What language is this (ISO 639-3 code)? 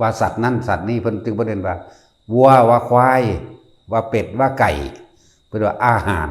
tts